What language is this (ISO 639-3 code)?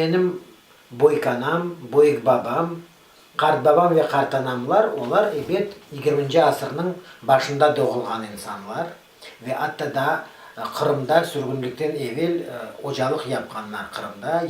crh